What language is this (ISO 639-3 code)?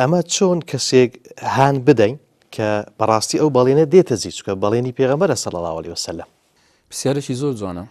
ckb